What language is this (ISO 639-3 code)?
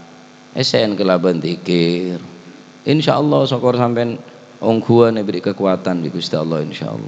mad